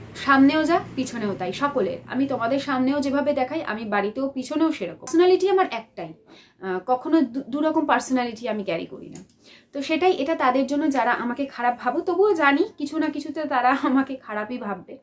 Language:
Bangla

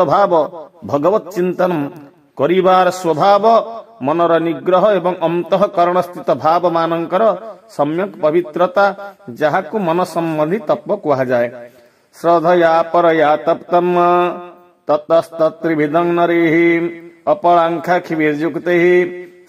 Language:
Odia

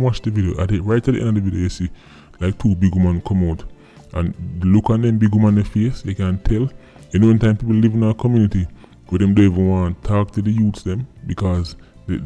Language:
Jamaican Creole English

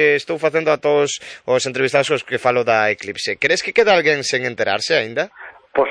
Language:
Galician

